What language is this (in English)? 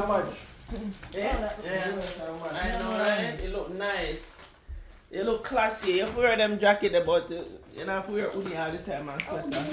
Jamaican Creole English